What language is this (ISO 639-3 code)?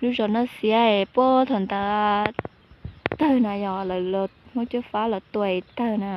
hmn